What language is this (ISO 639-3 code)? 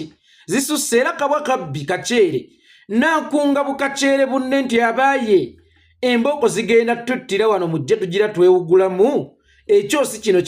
lug